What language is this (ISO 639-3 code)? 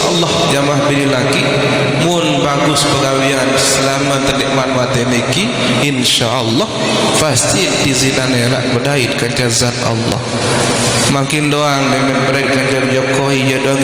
sas